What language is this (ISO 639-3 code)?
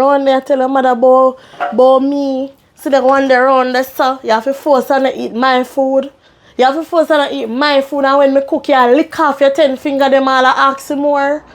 jam